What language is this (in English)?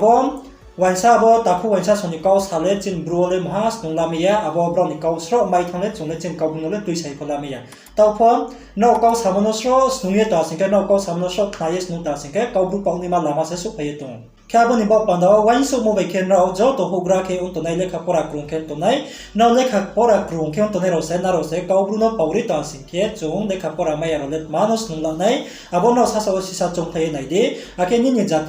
Riang (India)